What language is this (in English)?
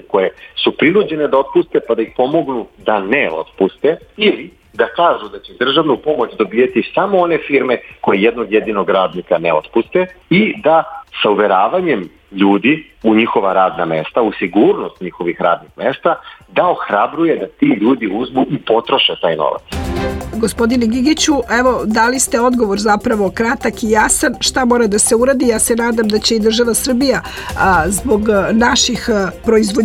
Serbian